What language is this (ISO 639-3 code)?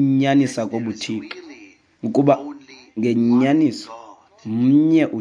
xho